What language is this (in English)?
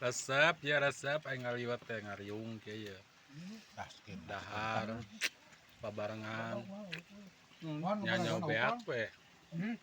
Sundanese